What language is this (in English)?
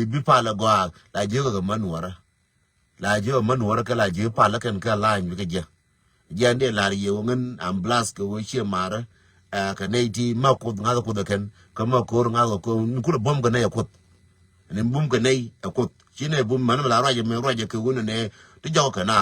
Nuer